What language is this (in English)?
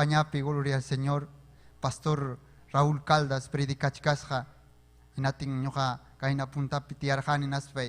Ayacucho Quechua